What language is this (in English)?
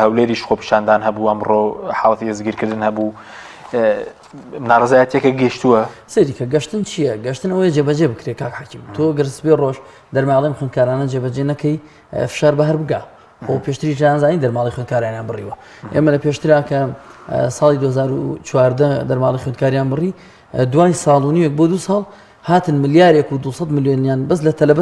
Central Kurdish